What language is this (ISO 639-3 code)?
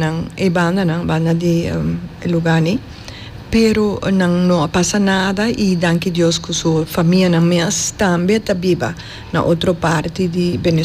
pap